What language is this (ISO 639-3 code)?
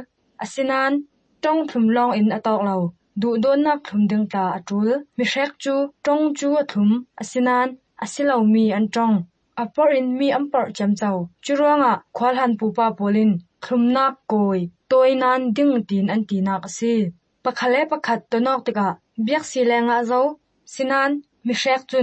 cnh